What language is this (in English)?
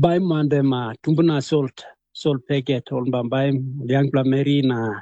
Tok Pisin